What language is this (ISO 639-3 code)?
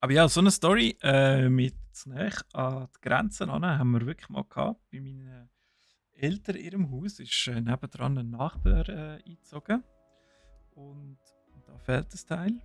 gsw